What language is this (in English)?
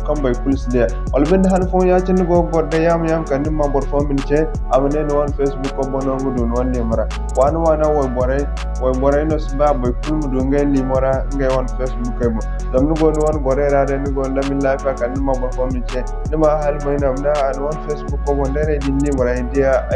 Zarma